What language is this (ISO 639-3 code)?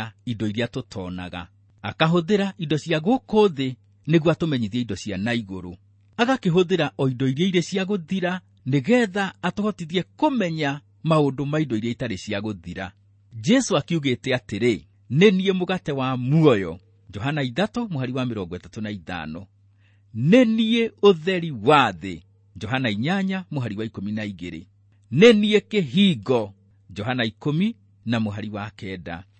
kik